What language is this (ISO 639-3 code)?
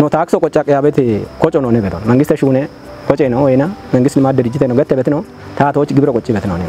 kbr